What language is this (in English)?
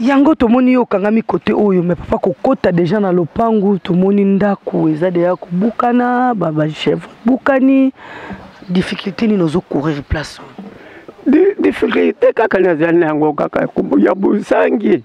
Lingala